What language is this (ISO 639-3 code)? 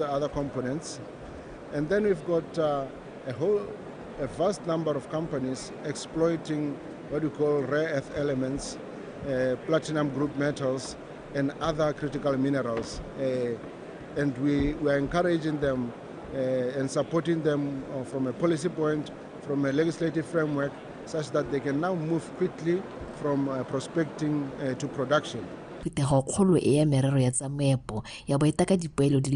tsn